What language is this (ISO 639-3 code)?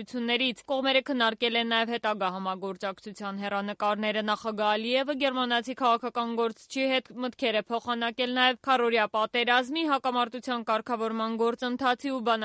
hye